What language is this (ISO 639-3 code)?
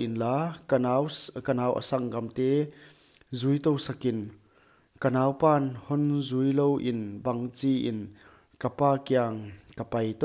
pck